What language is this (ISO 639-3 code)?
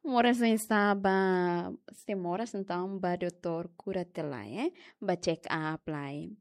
tet